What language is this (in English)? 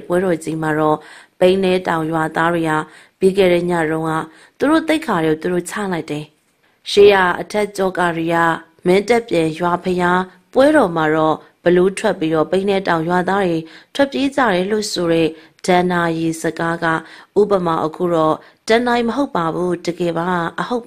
Burmese